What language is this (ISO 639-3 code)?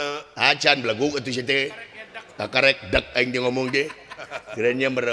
sun